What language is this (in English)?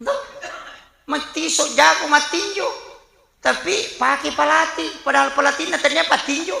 Buginese